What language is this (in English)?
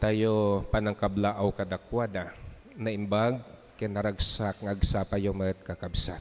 Iloko